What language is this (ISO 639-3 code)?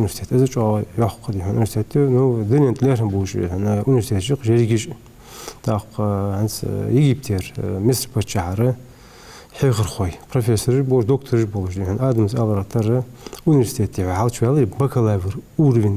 inh